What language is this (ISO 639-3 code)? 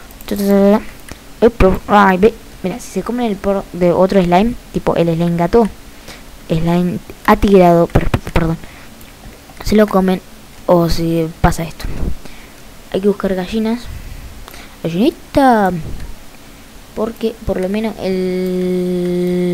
spa